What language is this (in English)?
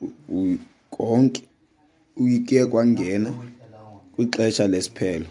Xhosa